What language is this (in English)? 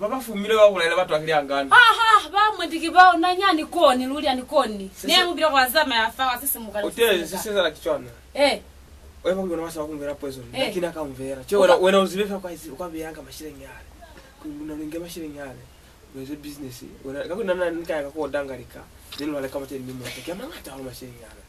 Lozi